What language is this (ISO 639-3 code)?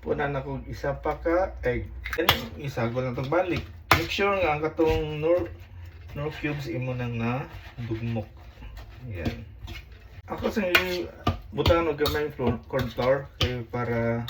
ceb